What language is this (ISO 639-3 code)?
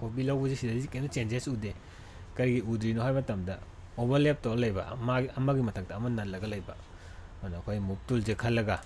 mni